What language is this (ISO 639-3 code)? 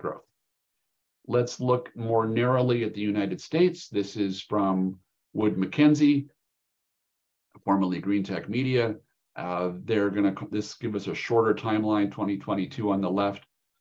eng